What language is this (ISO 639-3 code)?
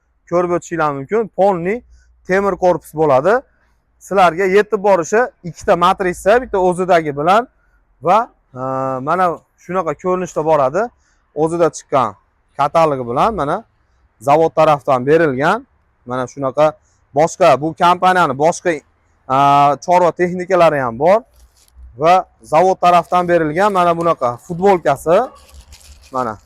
uzb